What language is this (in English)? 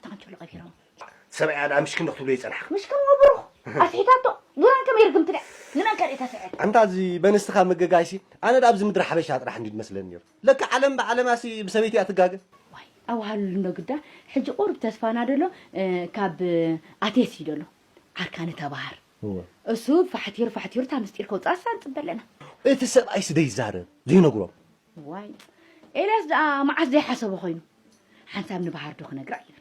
Tigrinya